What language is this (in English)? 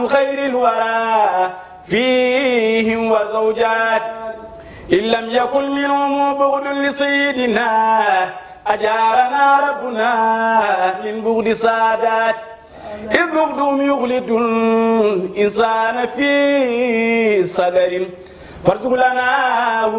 Fula